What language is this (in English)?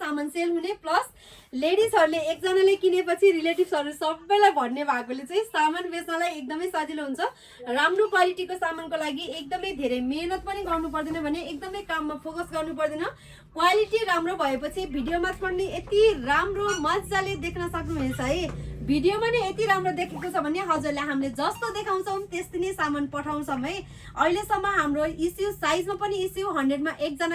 Nepali